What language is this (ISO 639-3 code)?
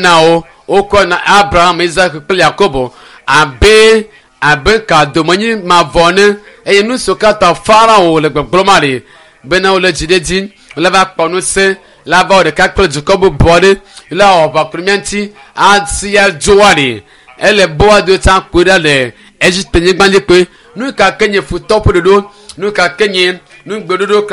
ewe